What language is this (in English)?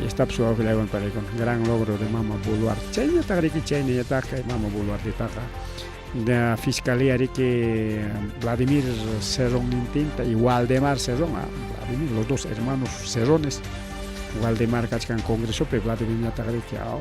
Ayacucho Quechua